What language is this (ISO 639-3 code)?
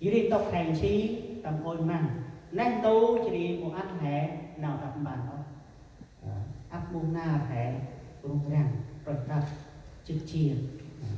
cmo